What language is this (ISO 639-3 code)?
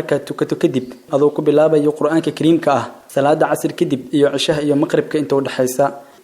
som